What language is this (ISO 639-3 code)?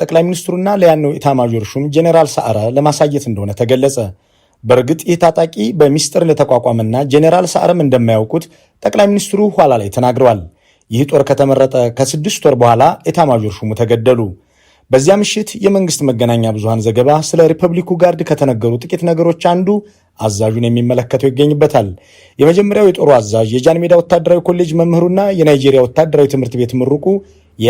amh